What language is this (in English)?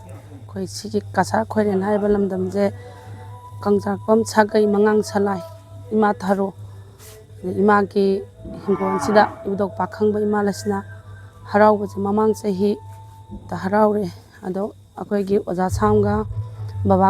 Manipuri